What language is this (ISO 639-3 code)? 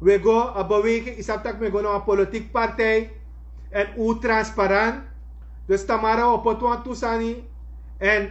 srn